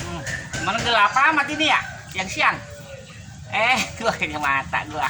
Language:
Betawi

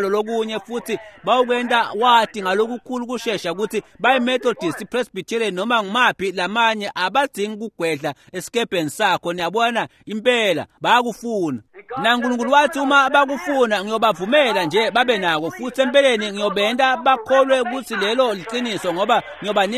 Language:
Swati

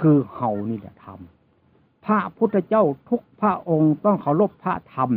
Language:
Northeastern Thai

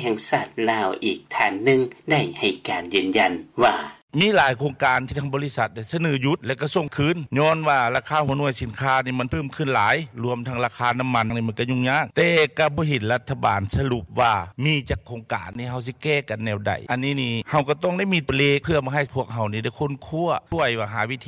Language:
Lao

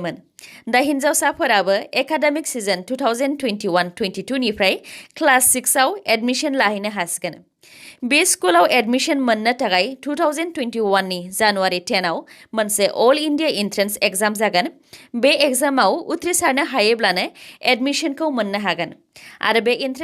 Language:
Bodo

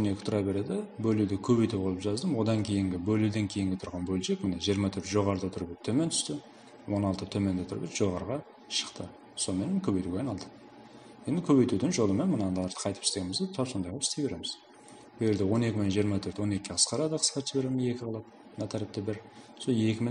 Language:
Kara-Kalpak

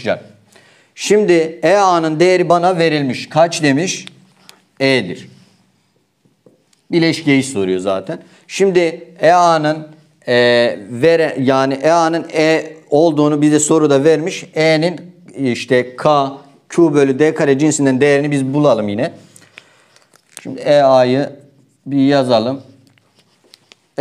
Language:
Turkish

